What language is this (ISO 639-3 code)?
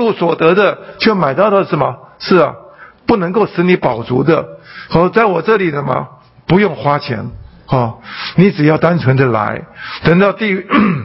zho